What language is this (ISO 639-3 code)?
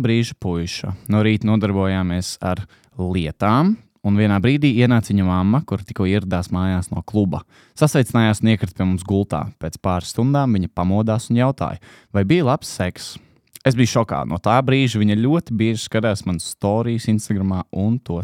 lav